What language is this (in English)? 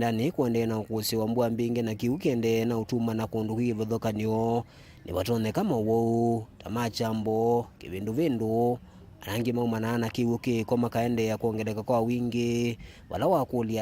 Kamba